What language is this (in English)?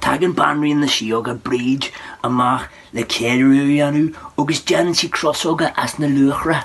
Irish